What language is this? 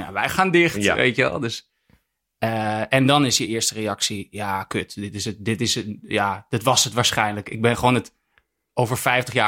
Dutch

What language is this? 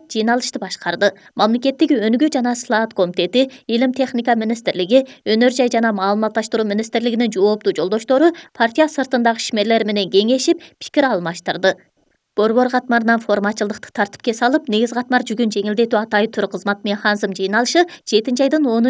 Kyrgyz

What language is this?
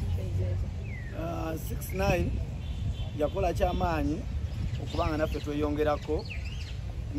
Ganda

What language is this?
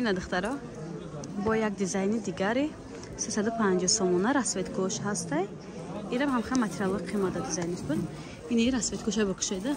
Tajik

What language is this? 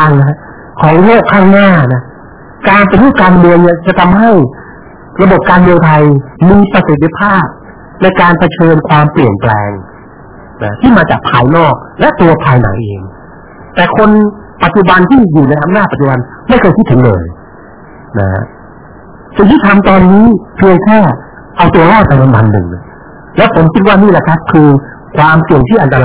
Thai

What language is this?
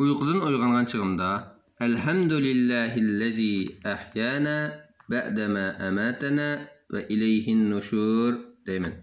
Uyghur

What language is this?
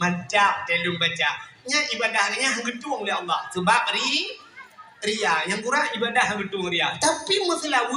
Achinese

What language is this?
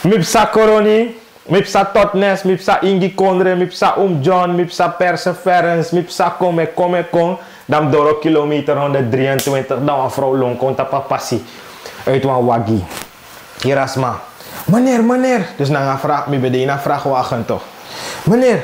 Sranan Tongo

